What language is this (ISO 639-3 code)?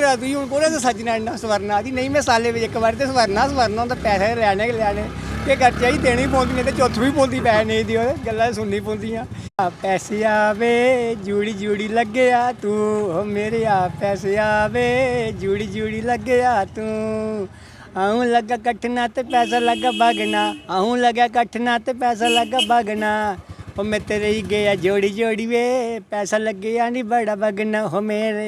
doi